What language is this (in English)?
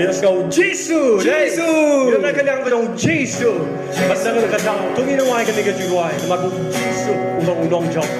Khasi